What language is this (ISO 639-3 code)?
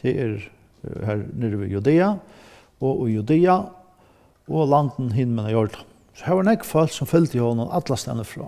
fao